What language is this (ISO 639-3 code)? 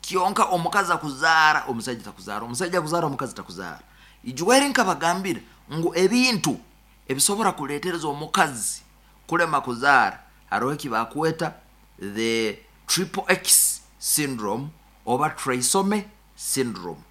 nyo